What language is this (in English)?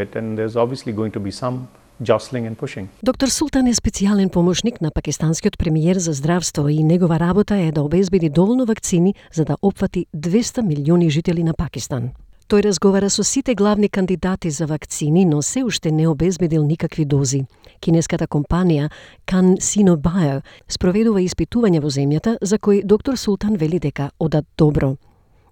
Macedonian